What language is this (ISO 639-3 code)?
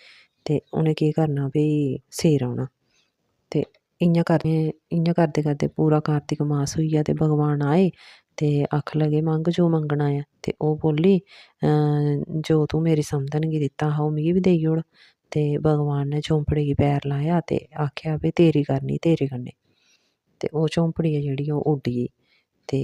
doi